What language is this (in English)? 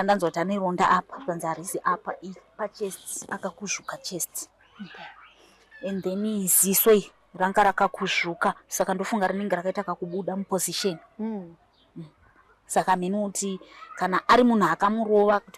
Shona